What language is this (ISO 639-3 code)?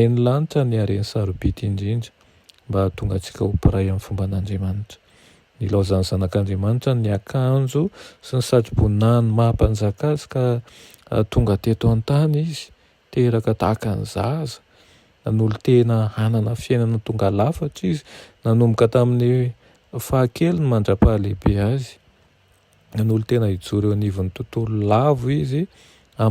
mlg